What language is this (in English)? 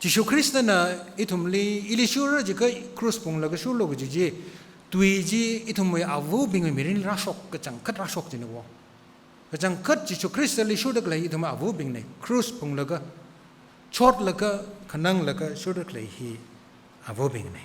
Tangkhul Naga (India)